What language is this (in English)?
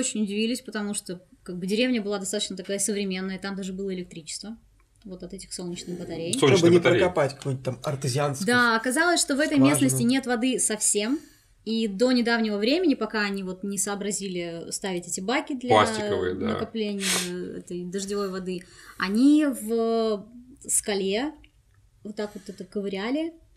Russian